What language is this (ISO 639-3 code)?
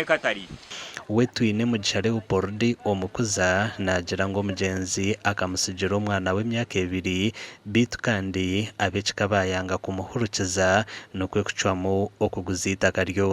nyn